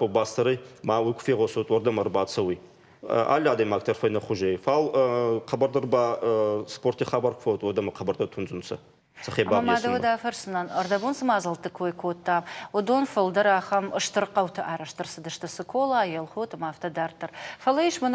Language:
Ossetic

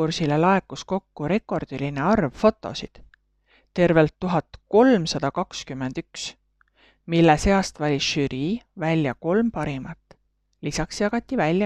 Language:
Estonian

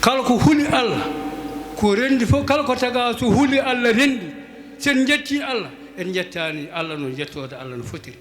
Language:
Fula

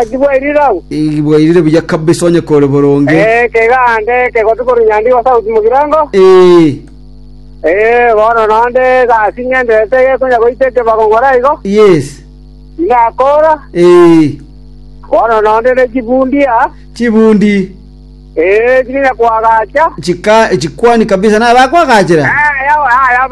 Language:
Gusii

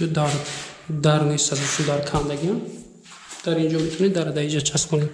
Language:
Tajik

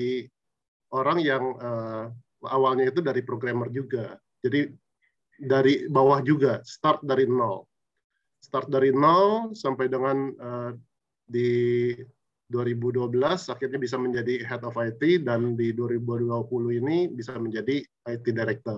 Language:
Indonesian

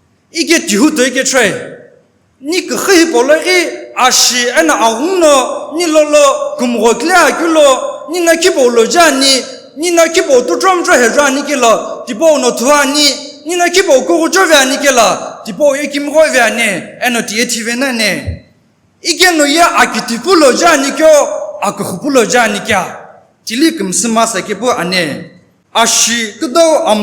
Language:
Sumi Naga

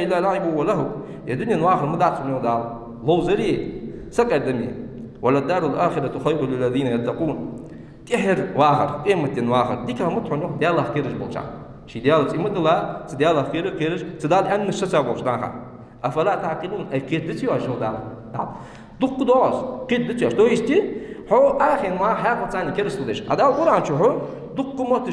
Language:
Ingush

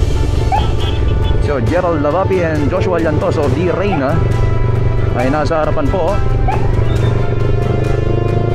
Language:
Filipino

